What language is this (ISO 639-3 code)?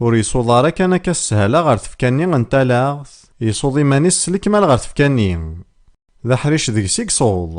kab